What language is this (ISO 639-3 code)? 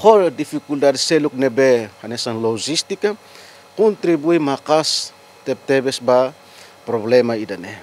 tet